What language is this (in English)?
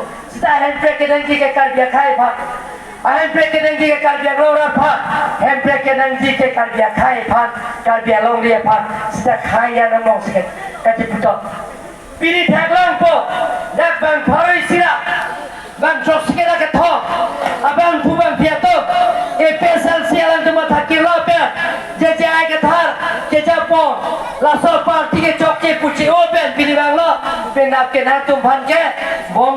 Karbi